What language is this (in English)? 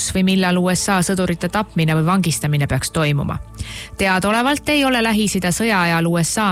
Estonian